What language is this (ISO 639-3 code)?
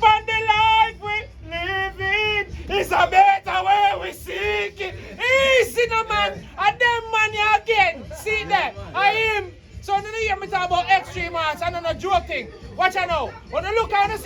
jam